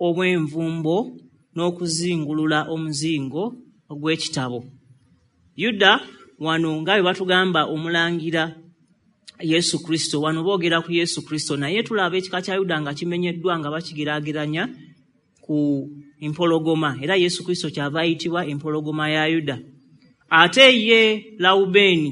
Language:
Ganda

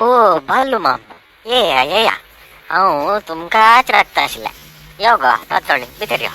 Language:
Konkani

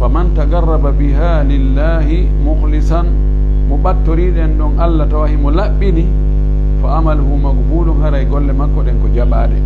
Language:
Pular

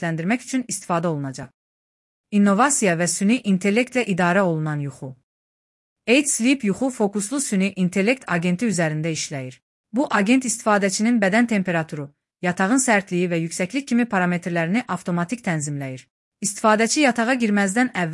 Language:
Azerbaijani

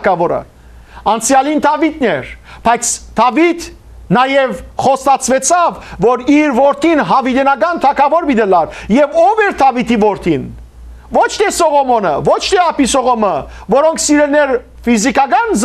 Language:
Western Armenian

